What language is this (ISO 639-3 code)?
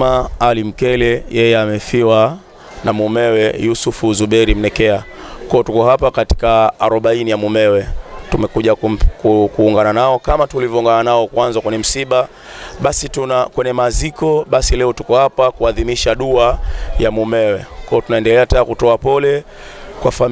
swa